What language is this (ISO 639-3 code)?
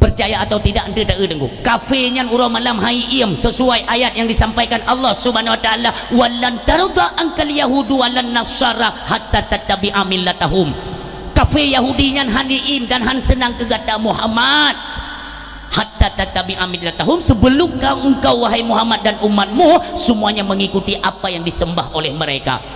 ace